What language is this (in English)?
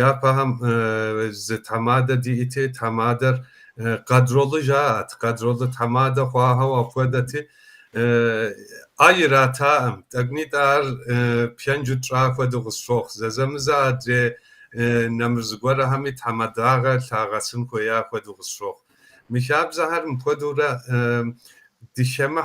Kabardian